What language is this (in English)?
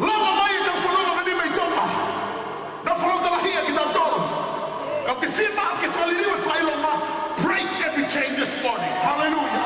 Tongan